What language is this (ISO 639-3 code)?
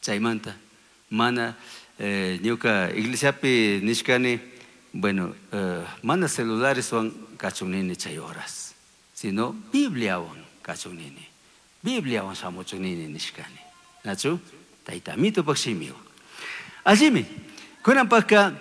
qug